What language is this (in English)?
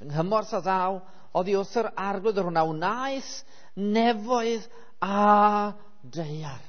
Welsh